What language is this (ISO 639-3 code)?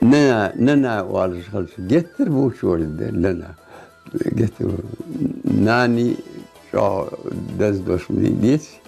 inh